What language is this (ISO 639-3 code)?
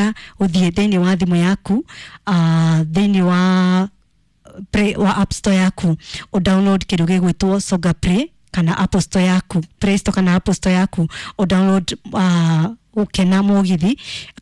kik